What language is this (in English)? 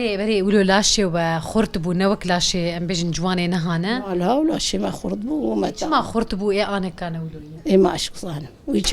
Kurdish